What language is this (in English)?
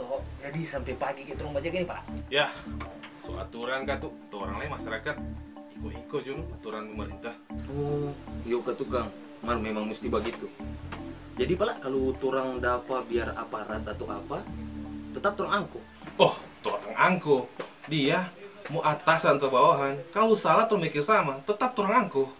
Manado Malay